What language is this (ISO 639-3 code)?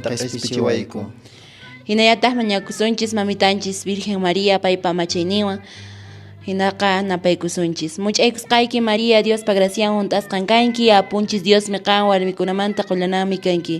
que